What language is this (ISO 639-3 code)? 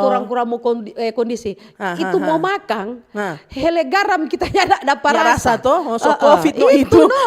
xmm